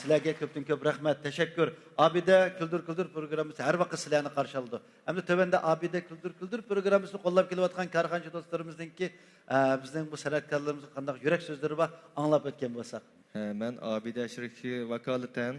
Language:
Uyghur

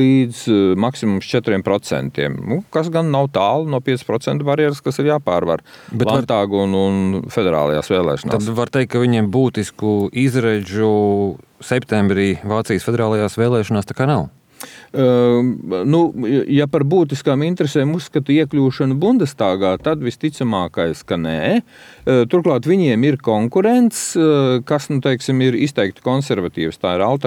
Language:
Latvian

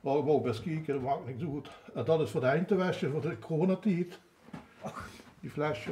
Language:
Limburgish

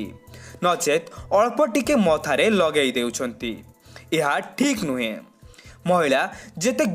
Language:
Odia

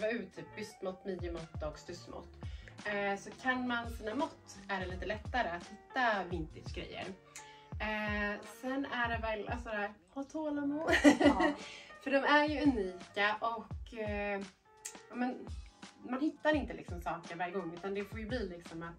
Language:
Swedish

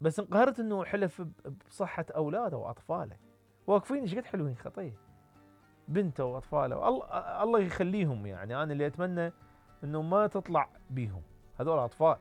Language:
Mesopotamian Arabic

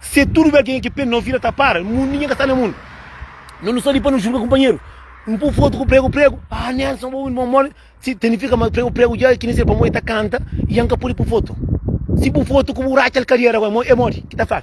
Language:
Kabuverdianu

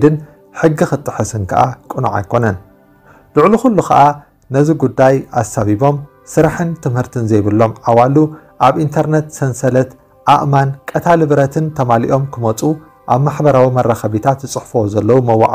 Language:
Tigrinya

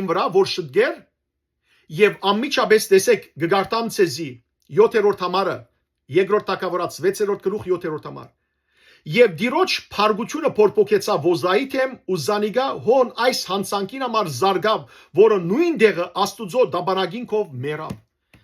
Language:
Western Armenian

